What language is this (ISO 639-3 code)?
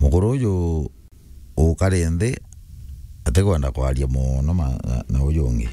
mer